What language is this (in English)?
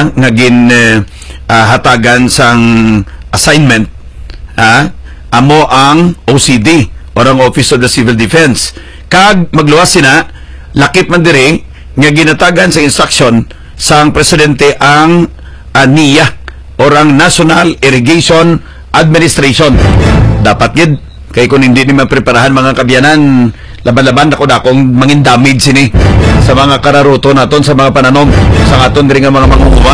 Hiligaynon